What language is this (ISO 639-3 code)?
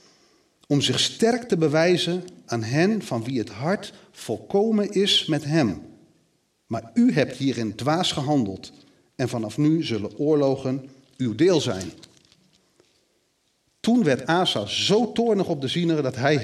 nld